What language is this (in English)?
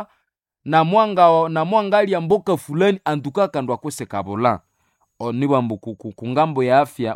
Nande